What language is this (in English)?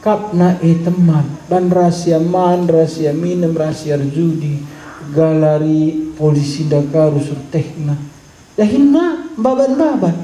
Batak Karo